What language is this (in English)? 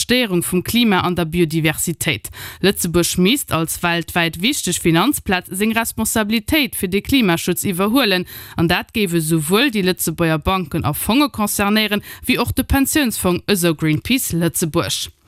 Luxembourgish